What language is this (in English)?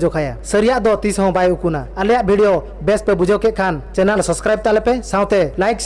Santali